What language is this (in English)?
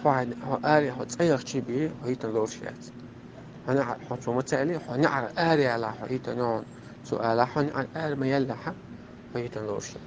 Chechen